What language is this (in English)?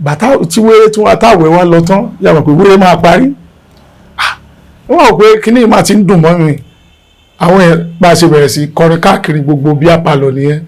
Yoruba